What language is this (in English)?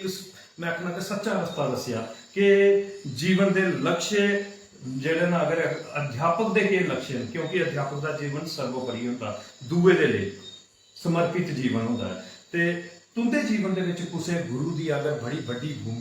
Dogri